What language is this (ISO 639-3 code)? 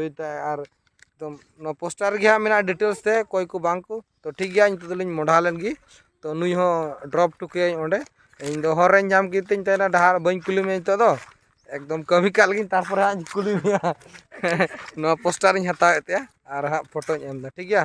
sat